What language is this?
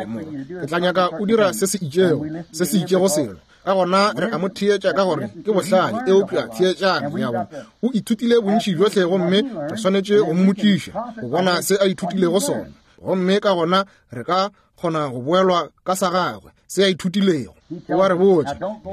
Northern Sotho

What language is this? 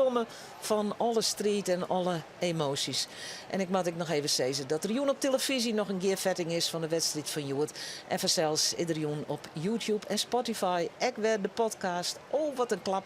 Western Frisian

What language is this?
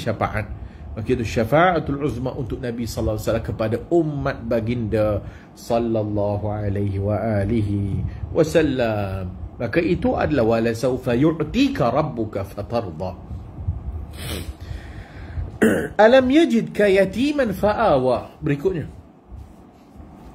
Malay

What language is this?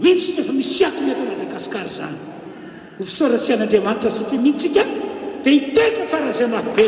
Malagasy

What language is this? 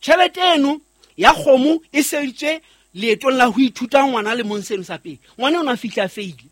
Southern Sotho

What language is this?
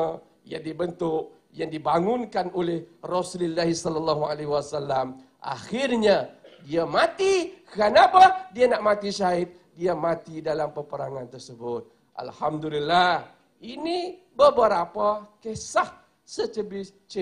Malay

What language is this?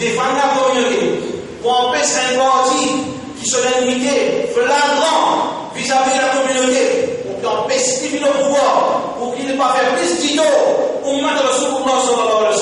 Morisyen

